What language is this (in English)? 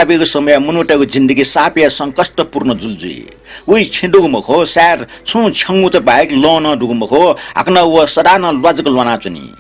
Newari